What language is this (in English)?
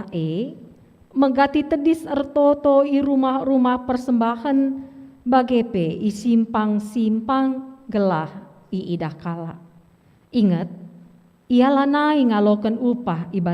Batak Karo